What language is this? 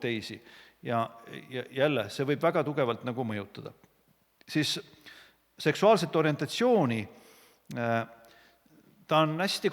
Estonian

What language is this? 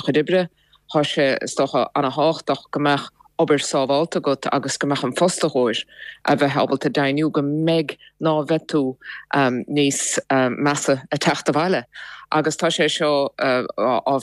Irish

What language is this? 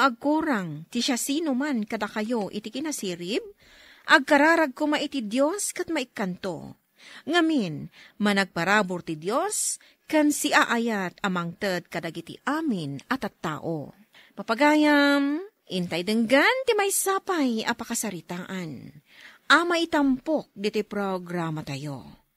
Iloko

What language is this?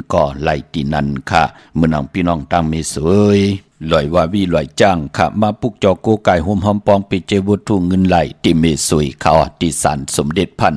Shan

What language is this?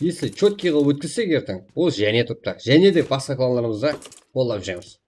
Kara-Kalpak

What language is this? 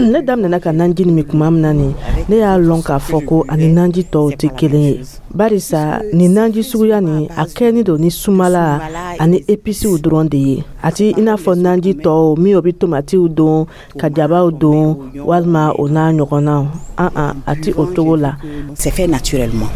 Dyula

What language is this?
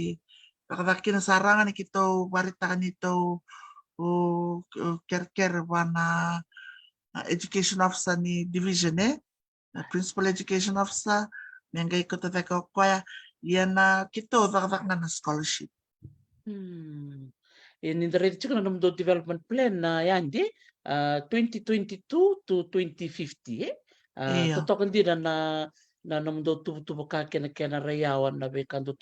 Fijian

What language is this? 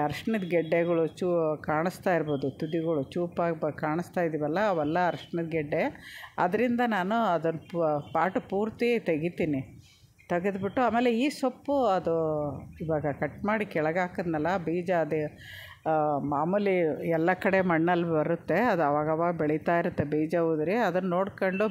Kannada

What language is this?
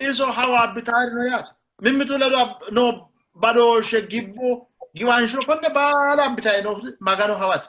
Sidamo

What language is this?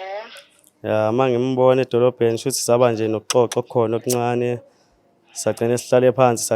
Zulu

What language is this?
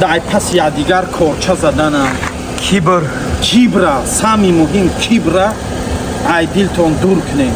Tajik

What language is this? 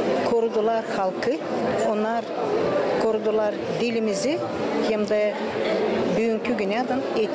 Gagauz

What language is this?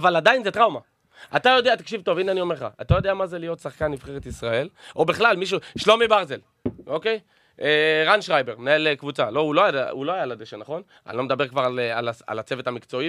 Hebrew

